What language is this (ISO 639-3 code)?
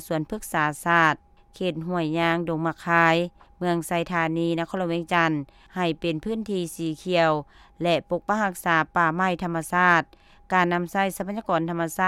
lao